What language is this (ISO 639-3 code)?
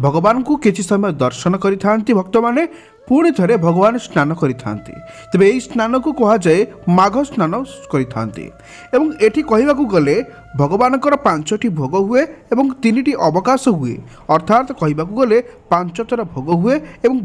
ori